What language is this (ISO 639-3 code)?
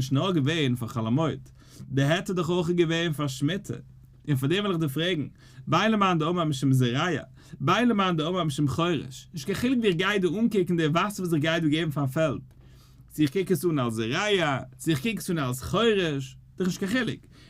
yid